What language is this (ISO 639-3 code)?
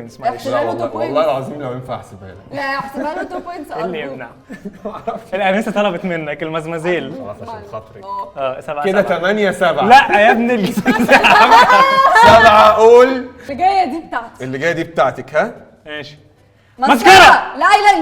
arz